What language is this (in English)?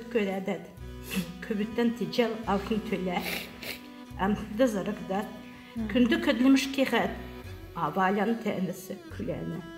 Kalmyk